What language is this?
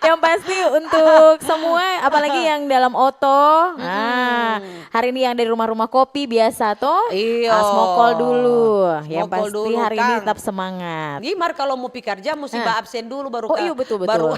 Manado Malay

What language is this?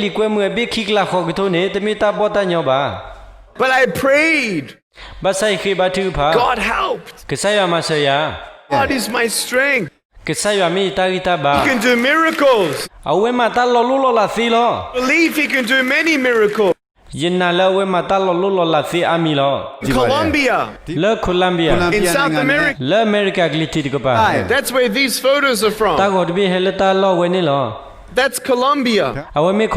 S'gaw Karen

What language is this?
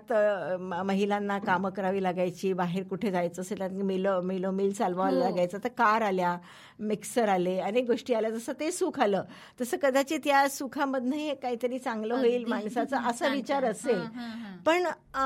Marathi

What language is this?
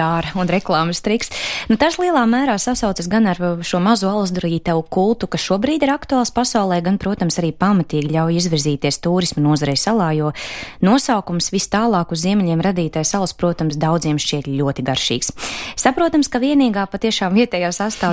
Latvian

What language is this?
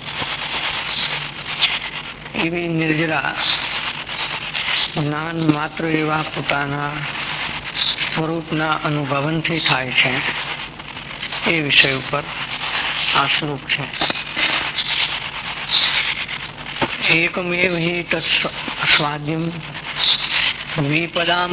Gujarati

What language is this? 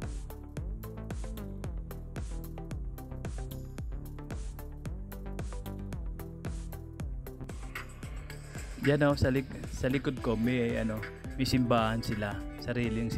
Filipino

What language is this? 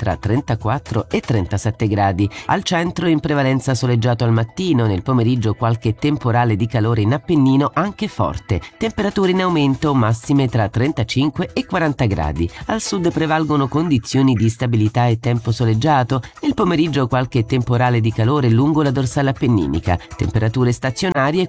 Italian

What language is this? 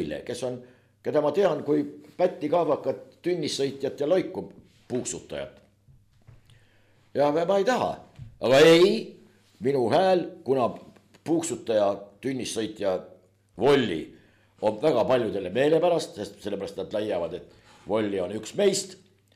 Estonian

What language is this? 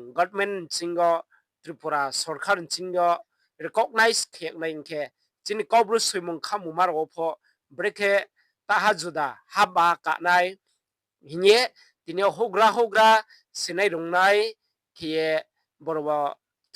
Riang (India)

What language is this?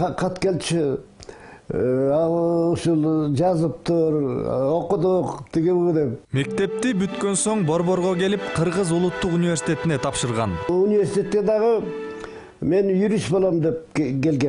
Kyrgyz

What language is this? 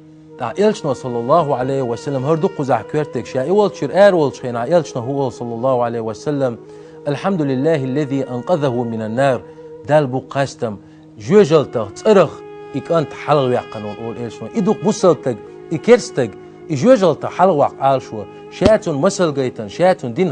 Chechen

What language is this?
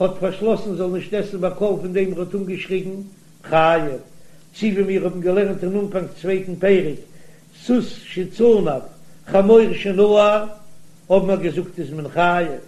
Yiddish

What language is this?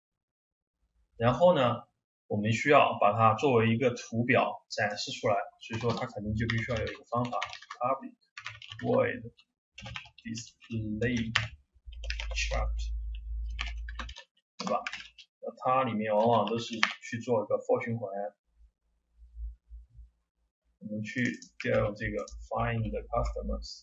Chinese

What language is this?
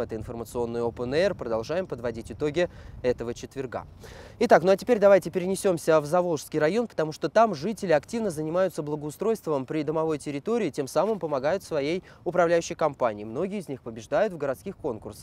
Russian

